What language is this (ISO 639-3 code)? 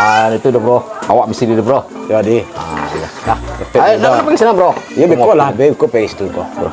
min